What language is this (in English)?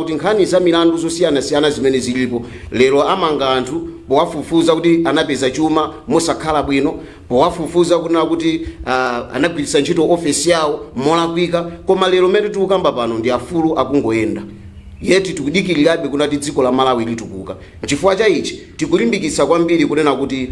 Nyanja